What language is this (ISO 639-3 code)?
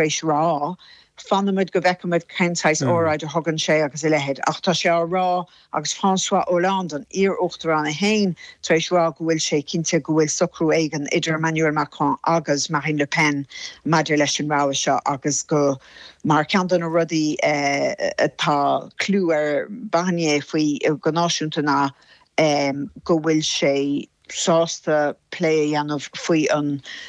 gle